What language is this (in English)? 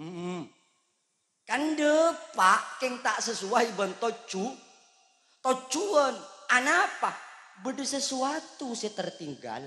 Madurese